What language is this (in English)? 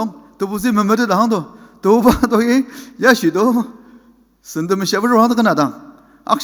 Ao Naga